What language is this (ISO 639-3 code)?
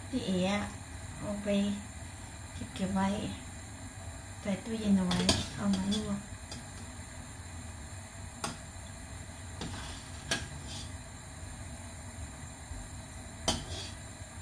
tha